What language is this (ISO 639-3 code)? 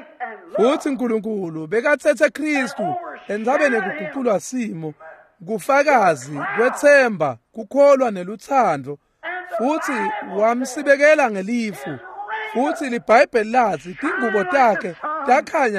ssw